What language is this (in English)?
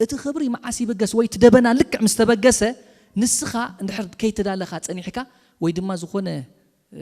Tigrinya